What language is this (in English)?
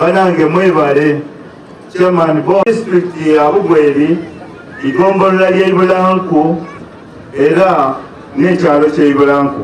Soga